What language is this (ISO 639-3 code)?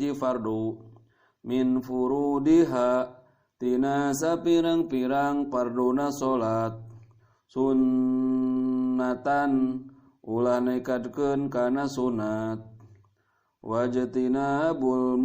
sun